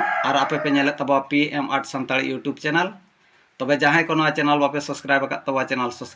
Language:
Santali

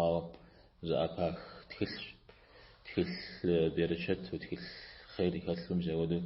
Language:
Kabardian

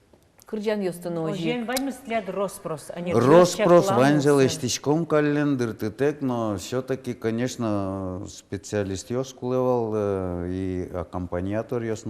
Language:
Udmurt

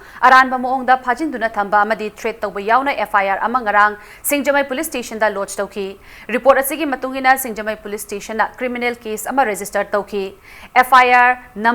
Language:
Manipuri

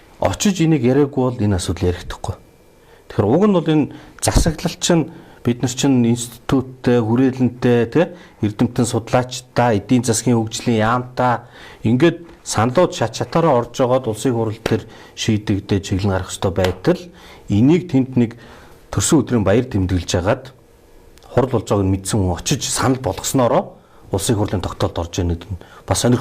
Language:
Mongolian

